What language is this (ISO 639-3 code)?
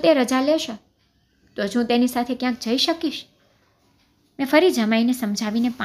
guj